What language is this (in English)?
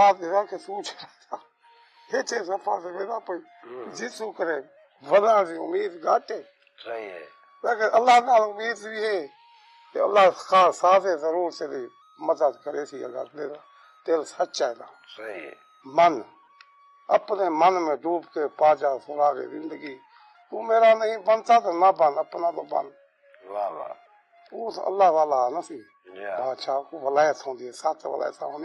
Saraiki